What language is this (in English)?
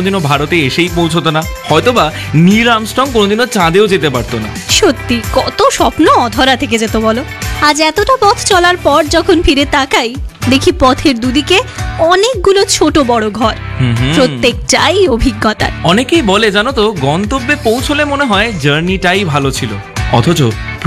Bangla